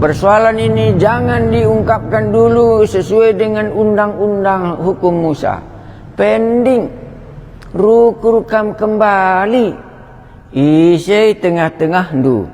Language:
Batak Karo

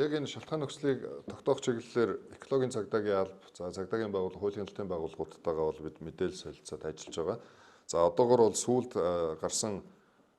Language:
Mongolian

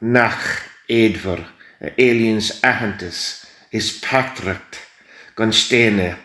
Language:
Irish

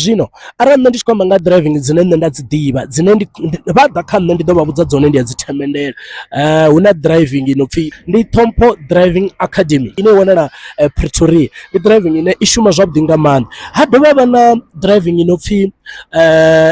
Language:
Venda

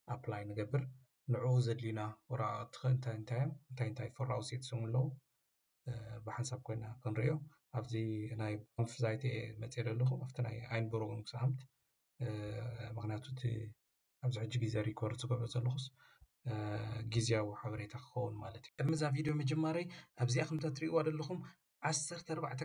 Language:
Tigrinya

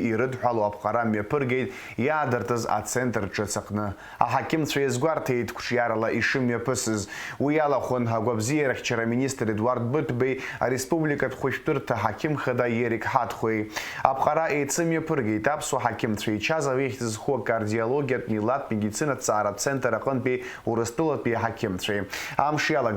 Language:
Abkhazian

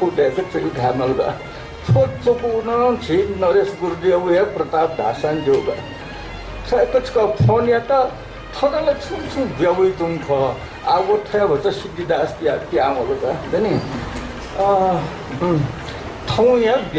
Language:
Newari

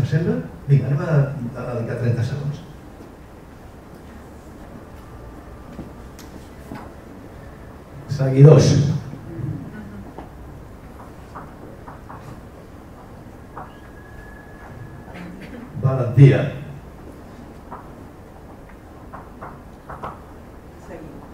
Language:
Catalan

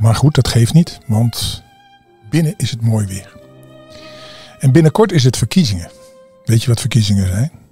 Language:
Dutch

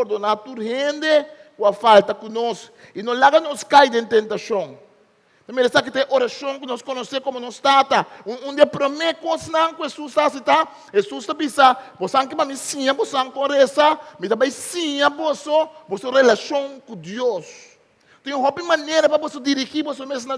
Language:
Papiamento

